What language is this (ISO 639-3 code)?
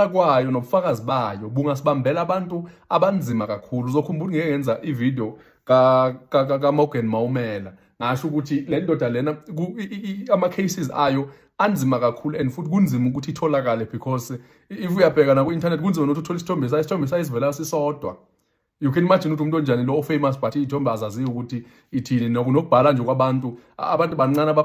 zul